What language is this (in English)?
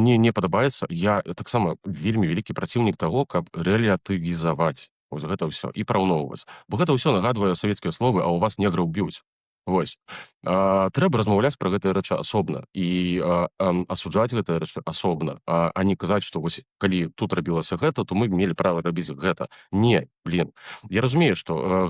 Belarusian